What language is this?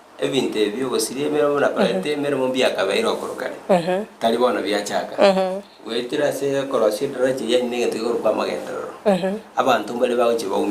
Gusii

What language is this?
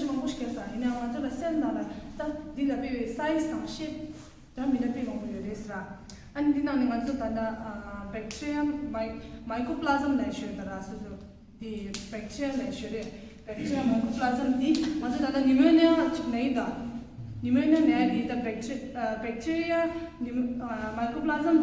Tibetan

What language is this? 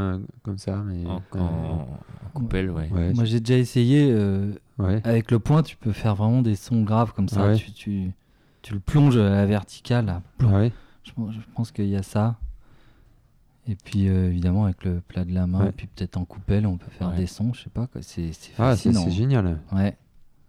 French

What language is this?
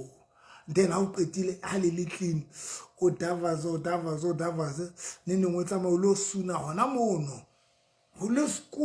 Southern Sotho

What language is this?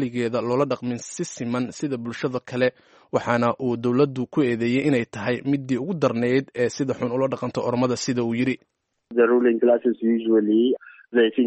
Somali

